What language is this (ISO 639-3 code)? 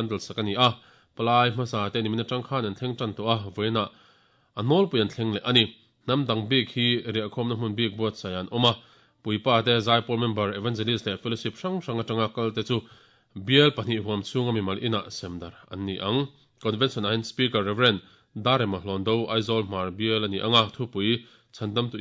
lus